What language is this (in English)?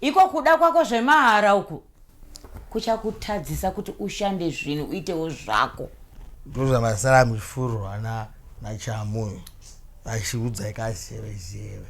Shona